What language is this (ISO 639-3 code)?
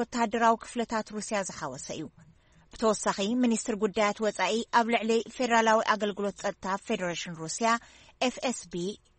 tir